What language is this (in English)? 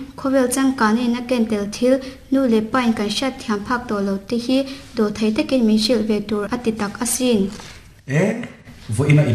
Mizo